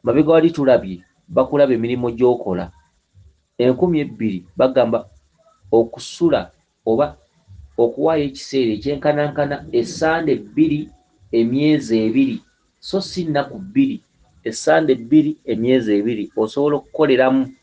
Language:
Ganda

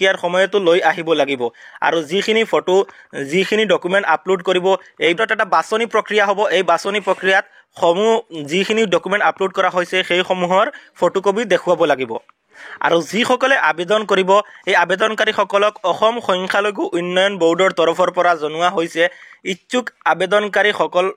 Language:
Assamese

